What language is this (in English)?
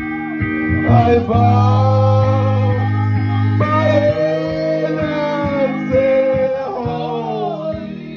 English